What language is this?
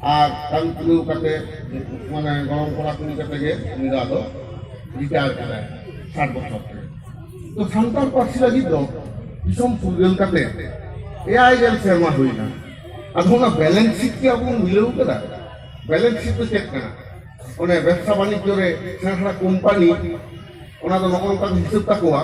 Santali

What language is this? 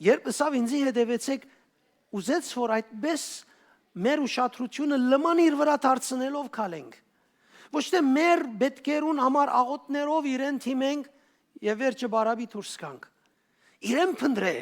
Western Armenian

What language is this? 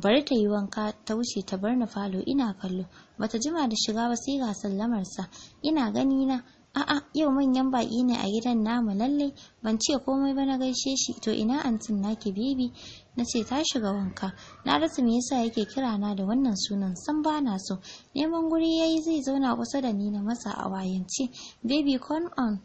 Hausa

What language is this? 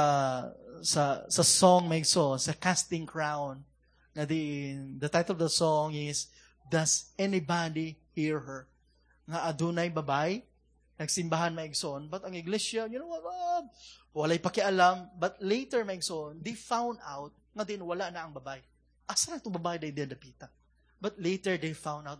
Cebuano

